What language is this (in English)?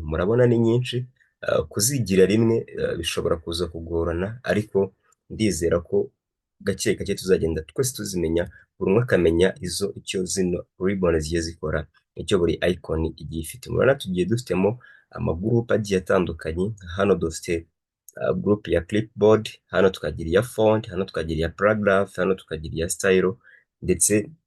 Kinyarwanda